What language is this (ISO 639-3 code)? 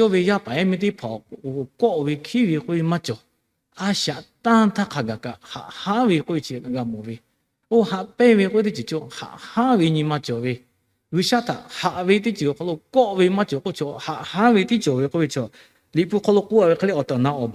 lhu